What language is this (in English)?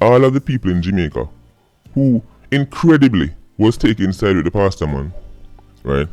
Jamaican Creole English